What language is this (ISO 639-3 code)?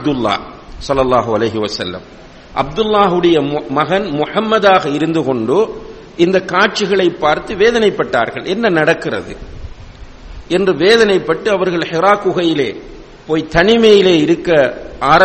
tam